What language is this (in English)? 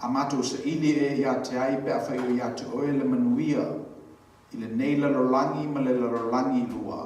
Samoan